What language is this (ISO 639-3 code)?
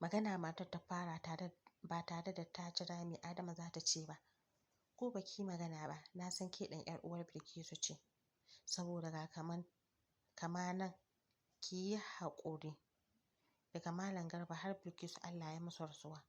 hau